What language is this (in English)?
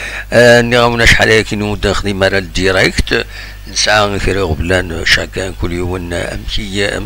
Kabyle